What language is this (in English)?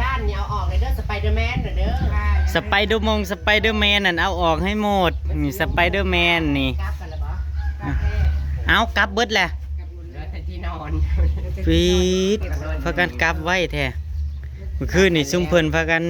Northeastern Thai